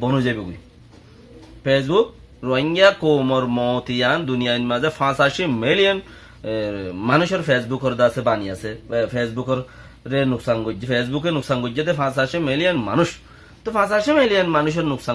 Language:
Rohingya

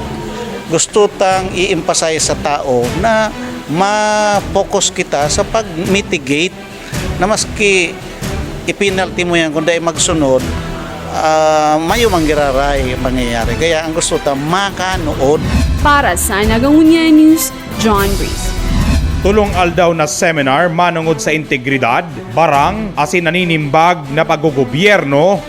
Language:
Bikol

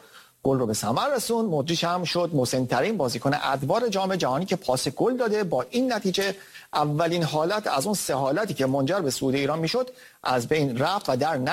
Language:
Persian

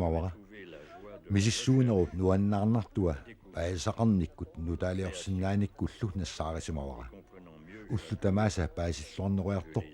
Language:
Kalaallisut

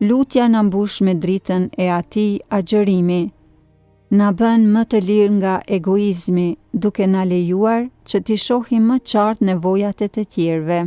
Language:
Albanian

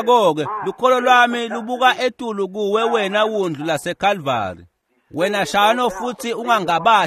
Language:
Swati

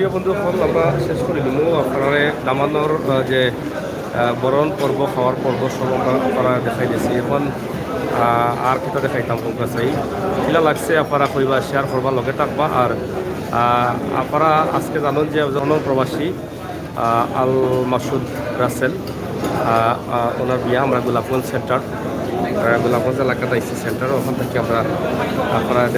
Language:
Sylheti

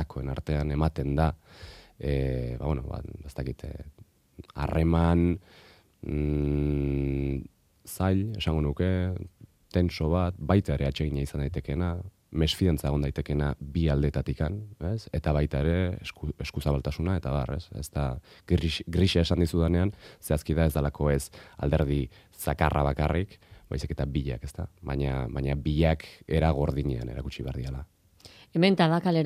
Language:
Basque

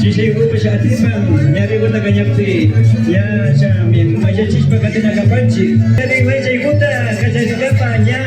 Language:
Imbabura Highland Quichua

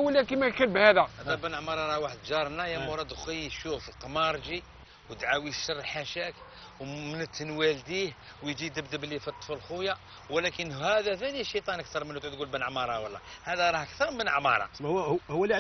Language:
Algerian Arabic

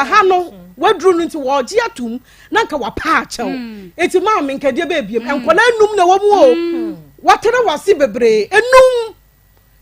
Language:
Akan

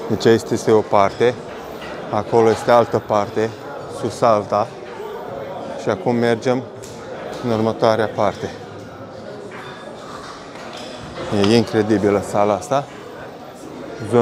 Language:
Romanian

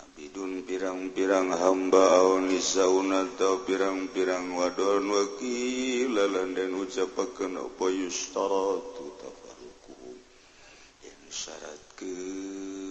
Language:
Sundanese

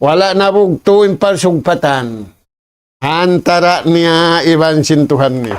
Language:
Tausug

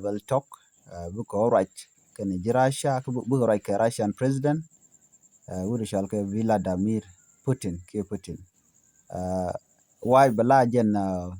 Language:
Nuer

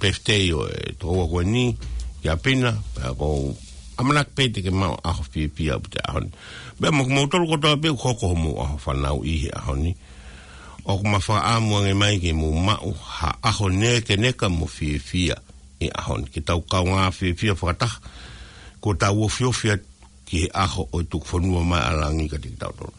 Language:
Tongan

